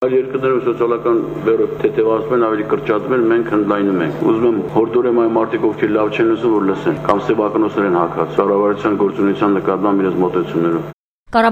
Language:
Armenian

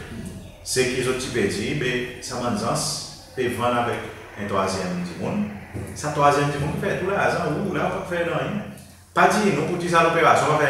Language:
Seselwa Creole French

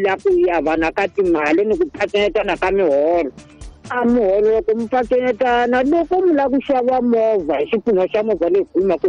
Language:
Tsonga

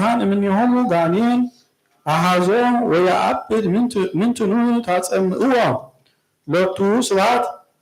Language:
Geez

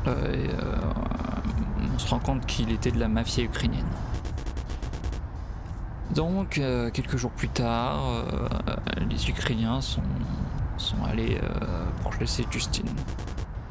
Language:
French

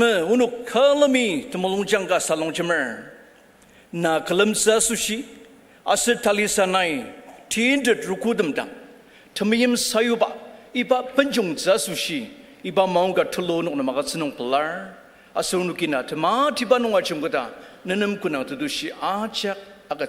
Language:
Ao Naga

